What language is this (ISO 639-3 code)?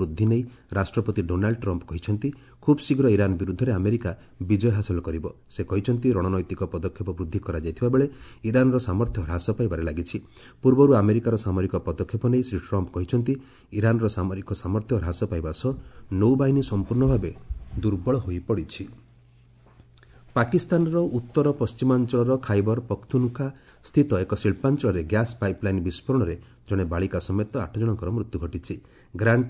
ori